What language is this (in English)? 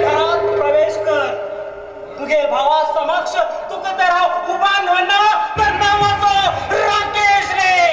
Konkani